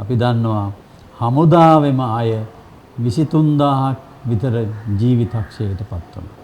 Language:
Sinhala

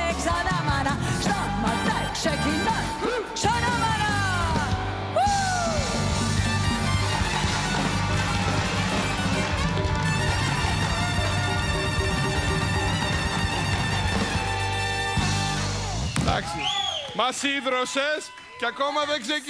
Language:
Greek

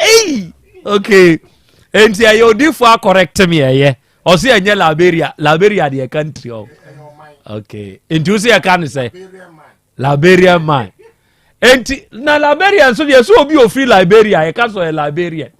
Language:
Akan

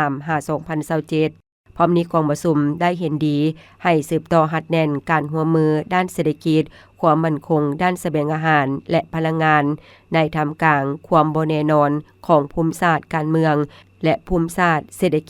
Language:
Lao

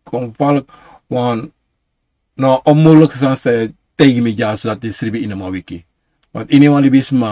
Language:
Sranan Tongo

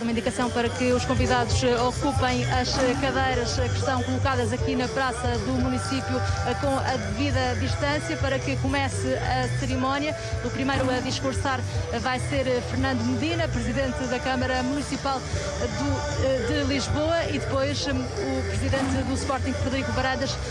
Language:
Portuguese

